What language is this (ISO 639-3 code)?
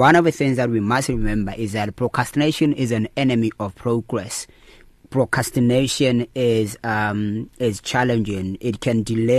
eng